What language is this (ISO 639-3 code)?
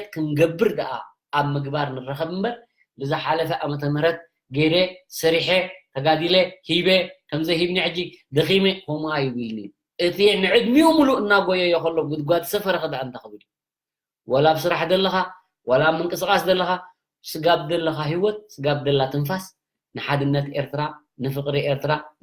tir